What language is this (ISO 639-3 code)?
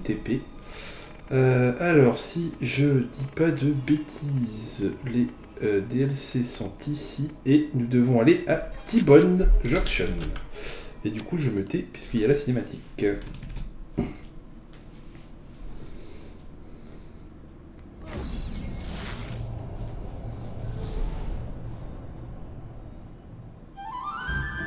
fra